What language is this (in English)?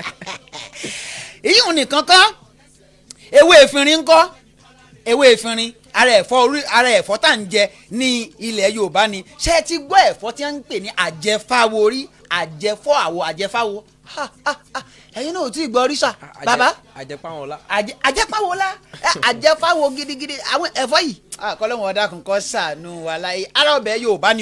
Yoruba